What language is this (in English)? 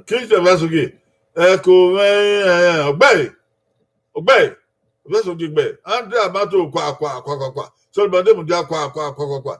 Bini